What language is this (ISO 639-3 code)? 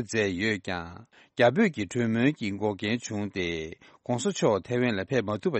bod